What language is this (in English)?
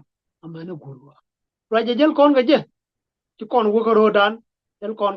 Nuer